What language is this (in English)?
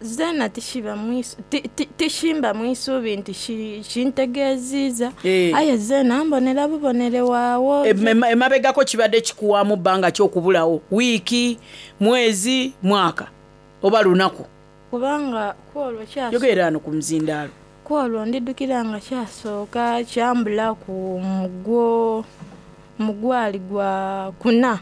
Soga